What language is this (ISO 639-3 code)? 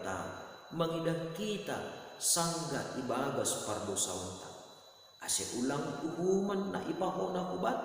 bts